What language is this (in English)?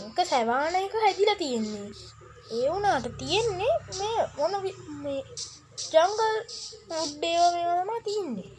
Sinhala